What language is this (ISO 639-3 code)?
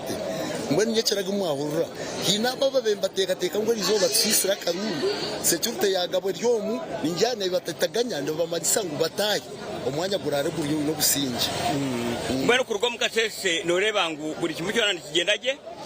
nyn